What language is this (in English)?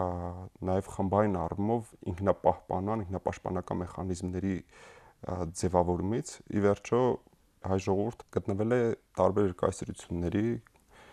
Armenian